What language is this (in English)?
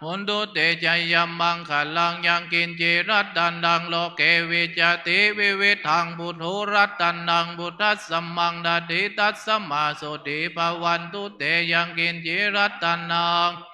Pali